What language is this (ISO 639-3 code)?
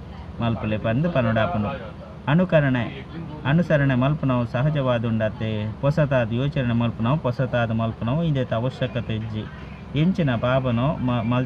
tcy